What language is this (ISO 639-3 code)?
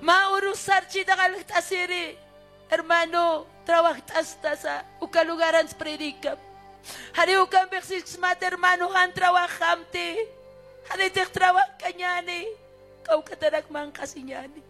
aym